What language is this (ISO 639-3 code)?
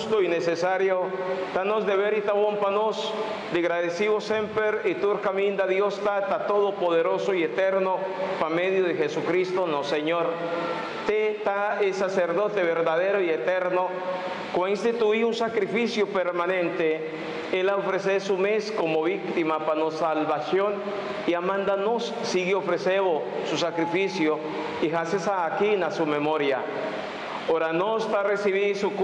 pap